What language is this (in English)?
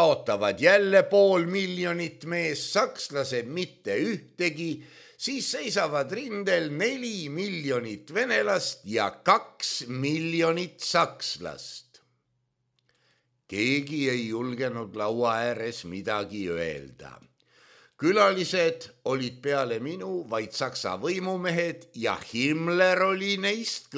Estonian